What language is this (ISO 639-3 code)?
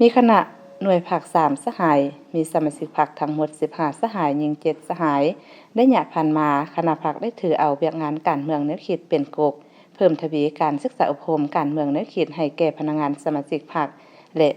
lao